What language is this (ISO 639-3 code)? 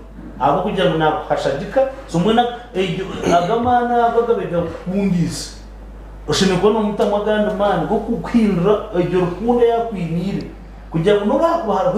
nyn